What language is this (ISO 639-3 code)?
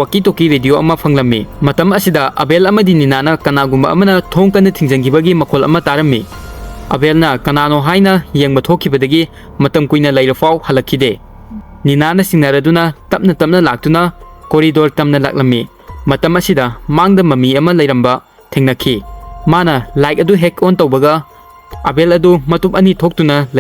mni